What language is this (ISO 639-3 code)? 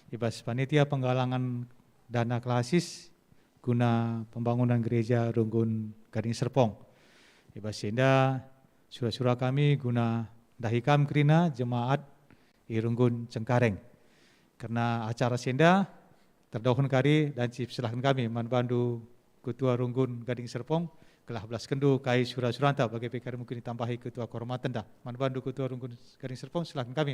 btx